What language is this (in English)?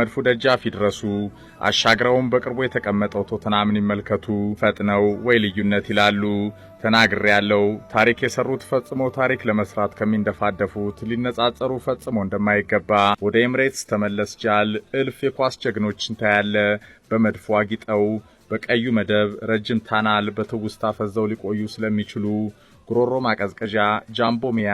Amharic